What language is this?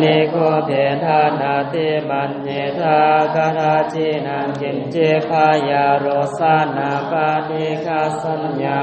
Pali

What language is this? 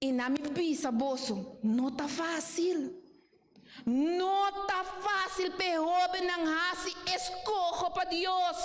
Papiamento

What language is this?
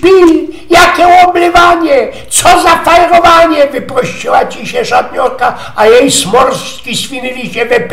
Silesian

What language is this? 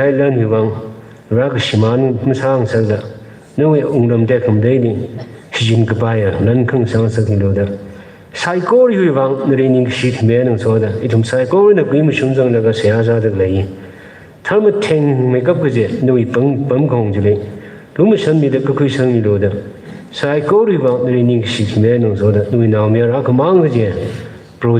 Tangkhul Naga (India)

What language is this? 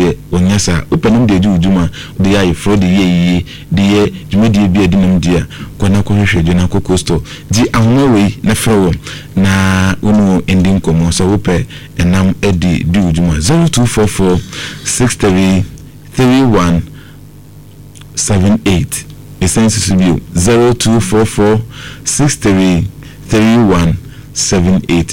Akan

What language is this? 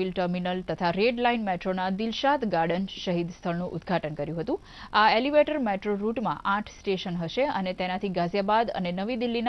Gujarati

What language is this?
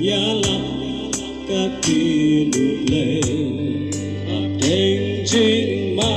Khasi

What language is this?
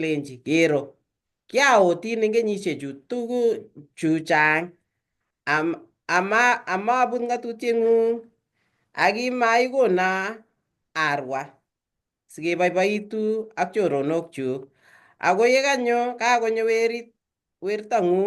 Kalenjin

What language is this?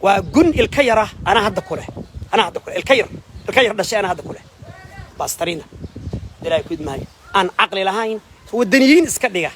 Somali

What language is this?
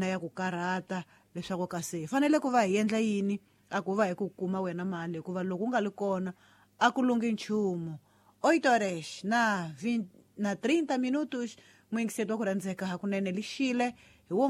Tsonga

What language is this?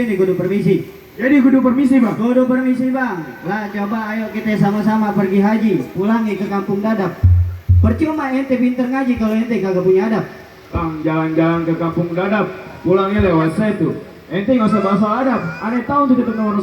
Betawi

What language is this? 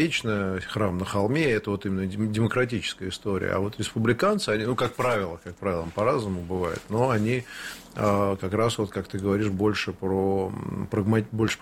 Russian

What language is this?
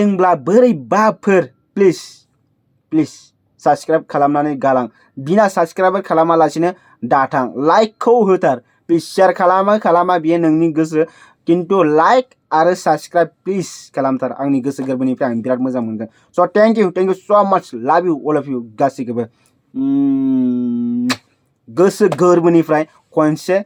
Bodo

